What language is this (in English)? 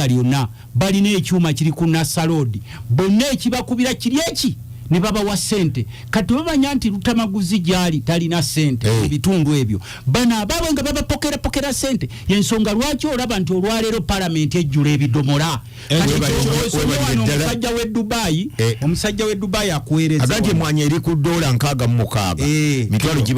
Ganda